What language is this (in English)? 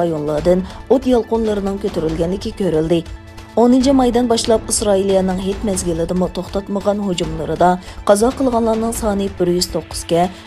Uyghur